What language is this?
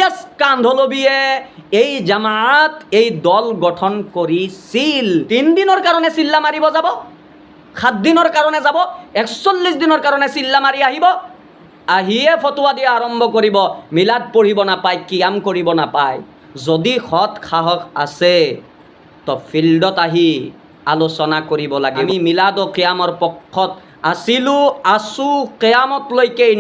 Assamese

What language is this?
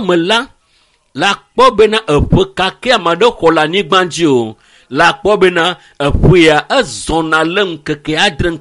Ewe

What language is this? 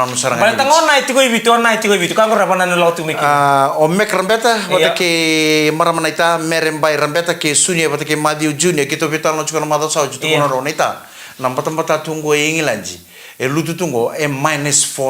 Fijian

